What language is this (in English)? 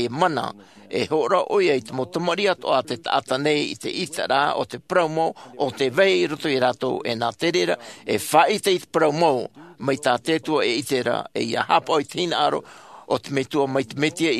Tahitian